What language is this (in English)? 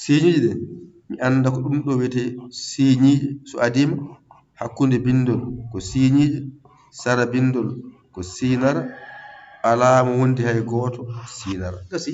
Fula